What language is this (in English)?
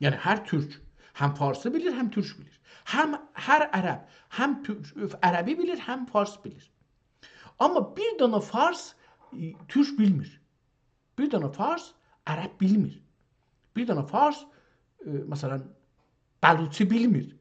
South Azerbaijani